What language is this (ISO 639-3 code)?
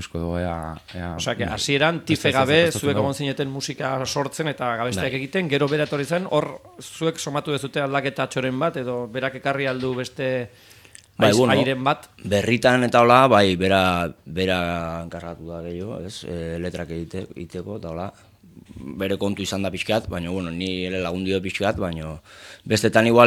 eus